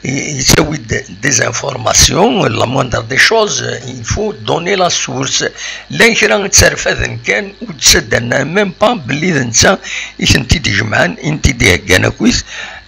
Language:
Kabyle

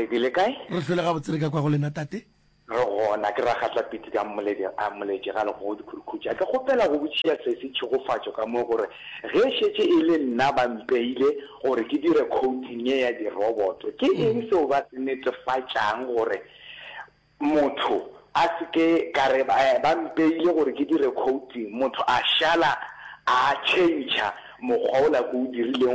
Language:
Northern Sotho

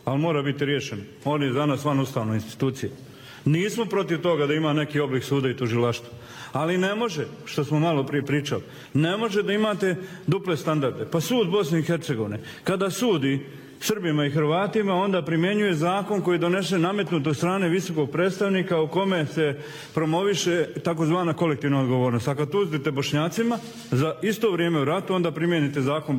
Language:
Bosnian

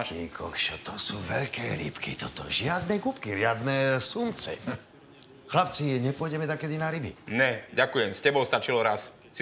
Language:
Slovak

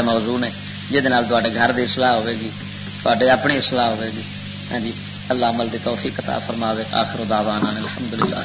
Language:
Western Panjabi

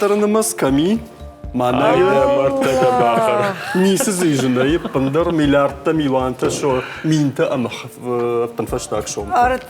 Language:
Ossetic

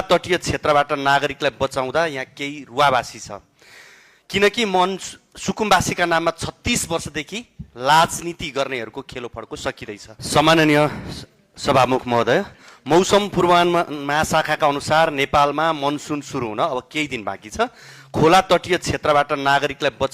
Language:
Nepali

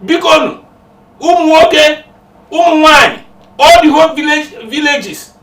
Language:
Igbo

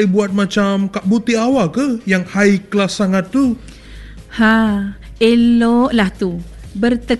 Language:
Malay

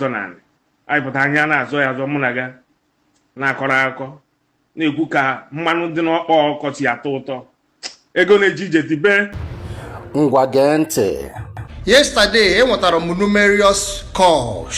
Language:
Igbo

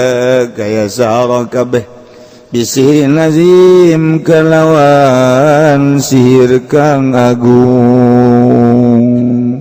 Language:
Sundanese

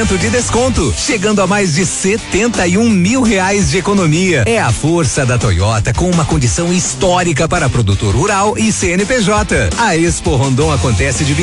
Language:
Portuguese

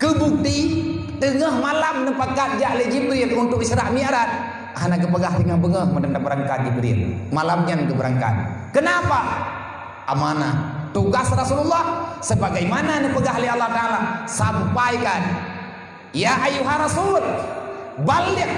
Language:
Achinese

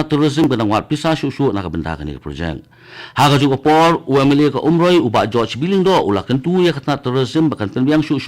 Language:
Khasi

